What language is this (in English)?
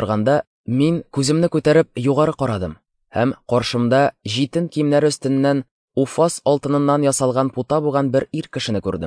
Tatar